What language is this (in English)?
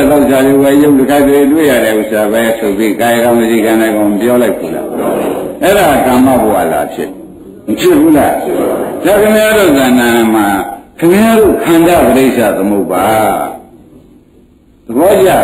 Burmese